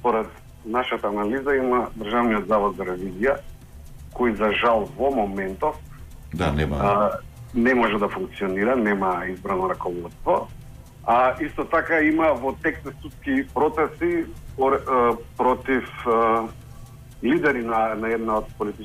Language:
Macedonian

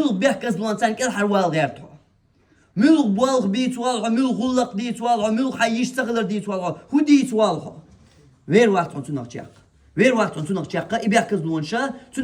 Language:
Chechen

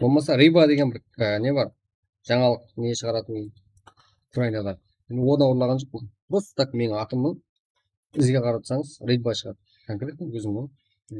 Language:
Kara-Kalpak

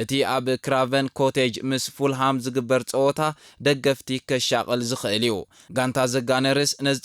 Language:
Tigrinya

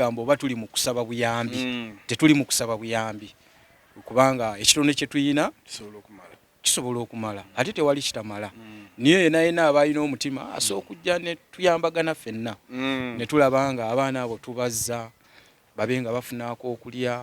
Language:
Ganda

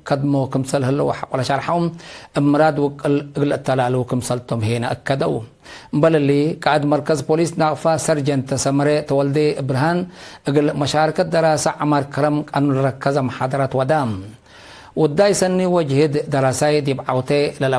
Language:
Tigre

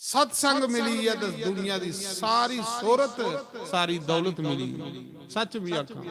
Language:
Dogri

